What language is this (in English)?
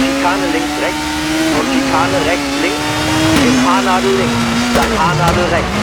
Bavarian